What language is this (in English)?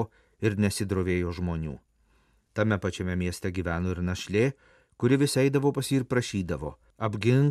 Lithuanian